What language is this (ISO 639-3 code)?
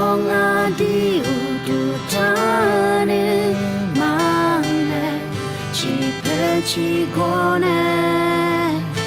ahk